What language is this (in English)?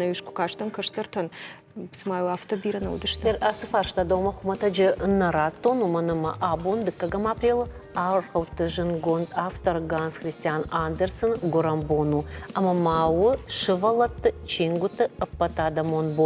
Ossetic